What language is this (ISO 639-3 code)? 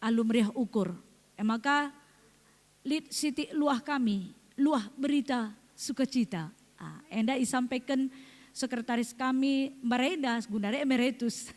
btx